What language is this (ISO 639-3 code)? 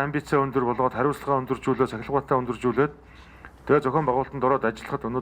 mon